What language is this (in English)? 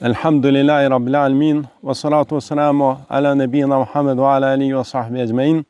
Albanian